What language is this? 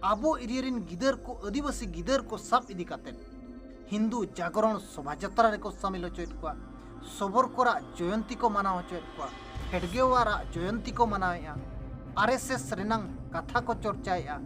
Santali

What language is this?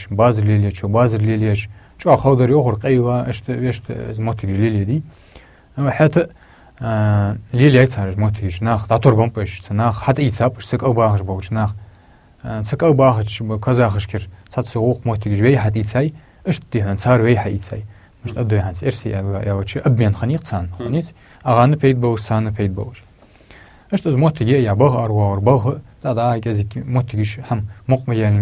Ingush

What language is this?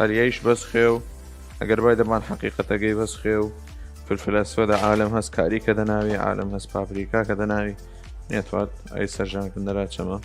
Southern Kurdish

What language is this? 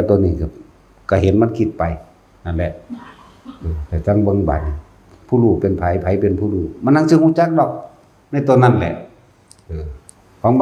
Northeastern Thai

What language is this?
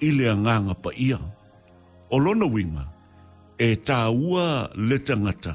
Samoan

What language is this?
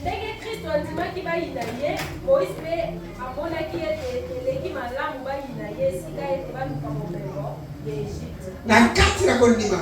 Lingala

